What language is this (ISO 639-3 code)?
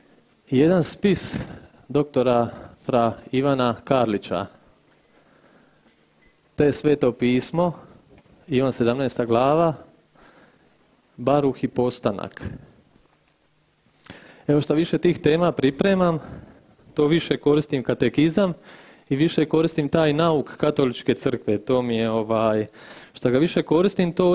hrv